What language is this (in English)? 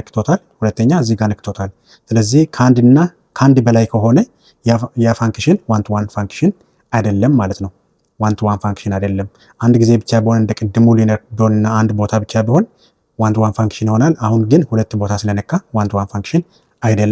Amharic